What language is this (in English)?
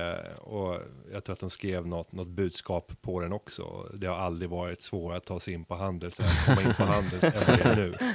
Swedish